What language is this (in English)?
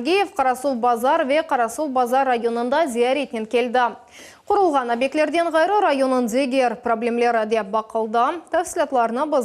Crimean Tatar